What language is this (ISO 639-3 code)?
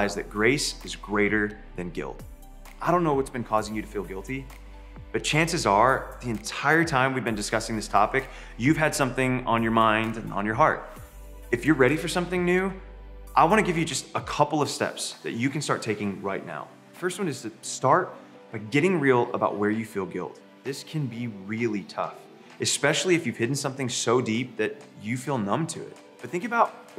eng